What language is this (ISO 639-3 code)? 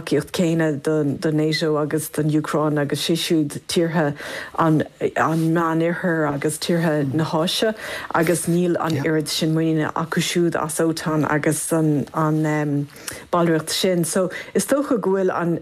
gle